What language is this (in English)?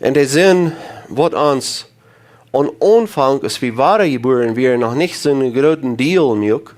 Plautdietsch